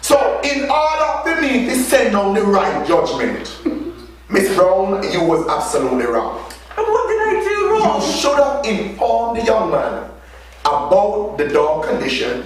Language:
Jamaican Creole English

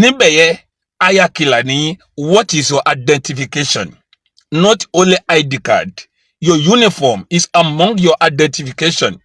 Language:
Yoruba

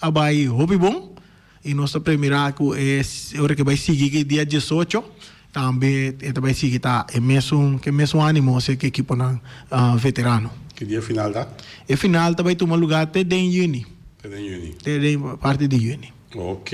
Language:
Papiamento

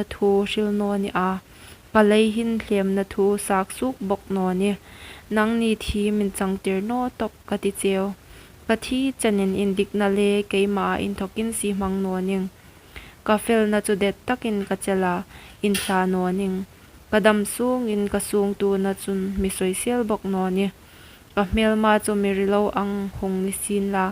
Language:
Hmar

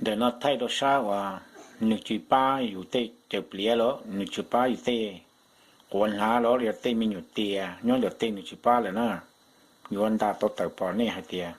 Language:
Hmong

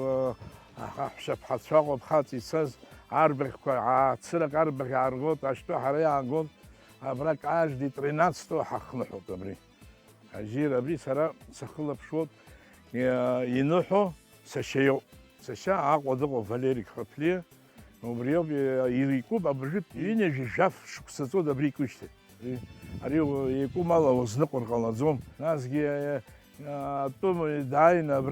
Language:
Abkhazian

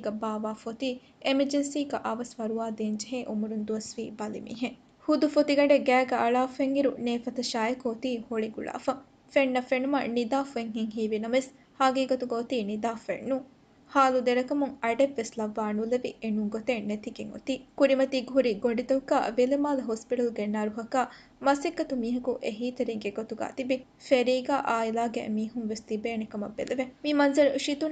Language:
Divehi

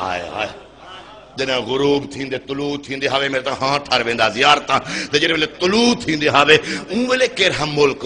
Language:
Saraiki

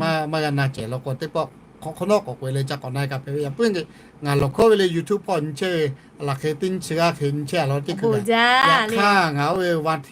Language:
Lahu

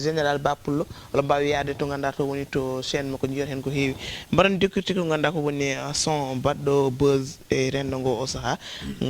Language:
Fula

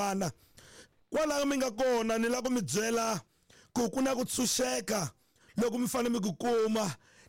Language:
Tsonga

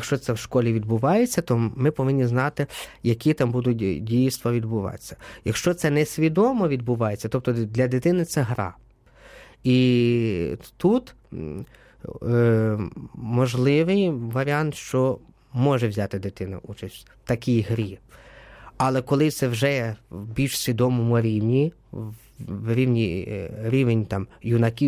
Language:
Ukrainian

